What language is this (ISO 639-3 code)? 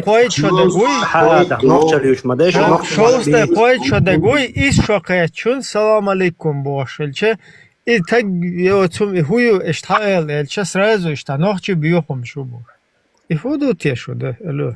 che